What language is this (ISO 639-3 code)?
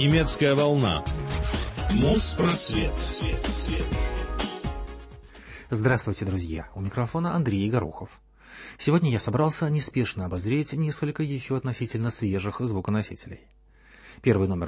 rus